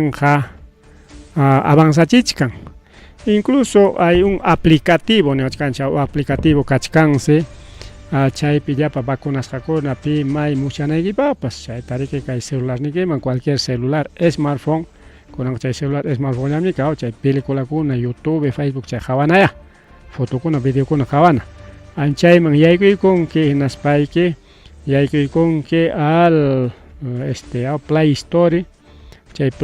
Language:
Ayacucho Quechua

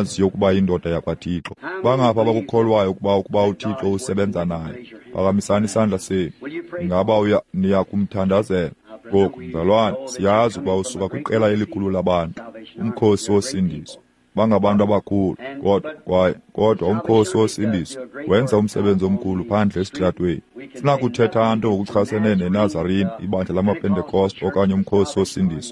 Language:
Xhosa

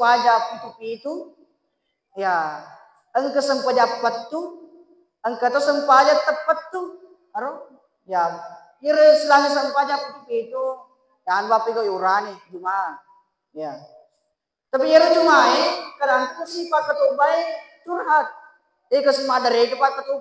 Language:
Buginese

